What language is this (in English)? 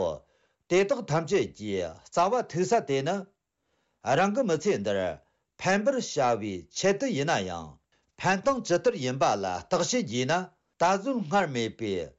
Tibetan